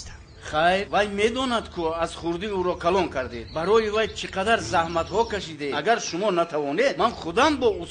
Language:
Tajik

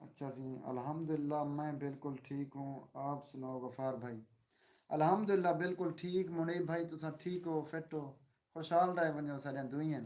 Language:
Saraiki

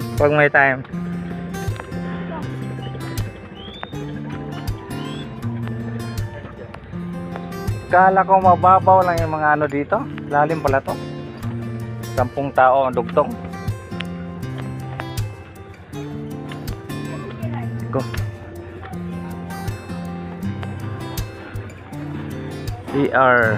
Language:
Filipino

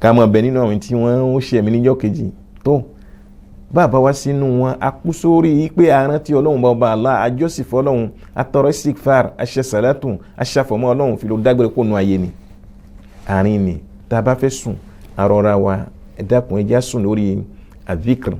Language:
Yoruba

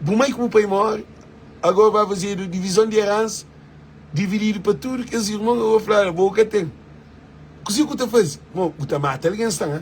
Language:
Kabuverdianu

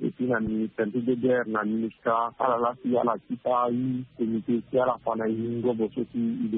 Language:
Sango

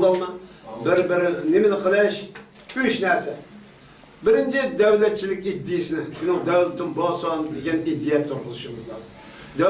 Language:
Uyghur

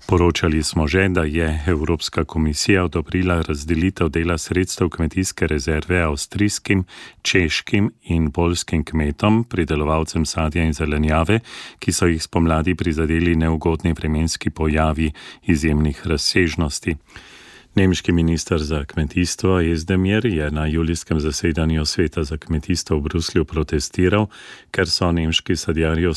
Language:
Slovenian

